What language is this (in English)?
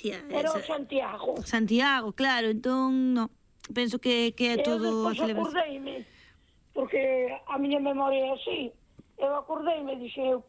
Galician